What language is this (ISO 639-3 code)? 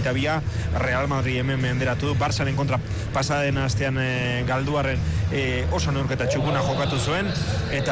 eus